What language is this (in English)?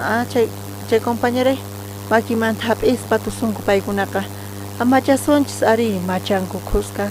South Bolivian Quechua